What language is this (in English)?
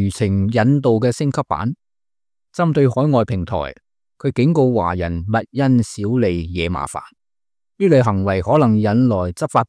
Cantonese